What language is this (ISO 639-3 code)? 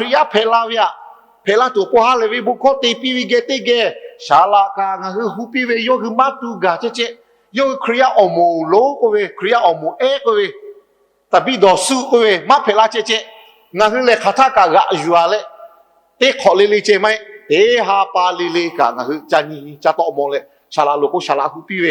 lhu